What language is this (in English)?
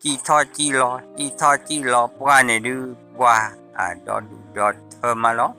S'gaw Karen